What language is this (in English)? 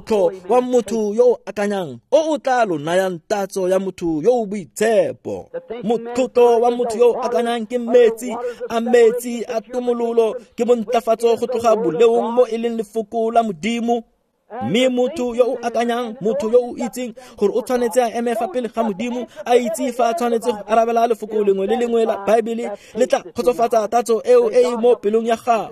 Tswana